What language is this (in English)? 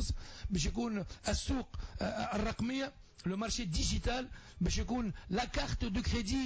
Tunisian Arabic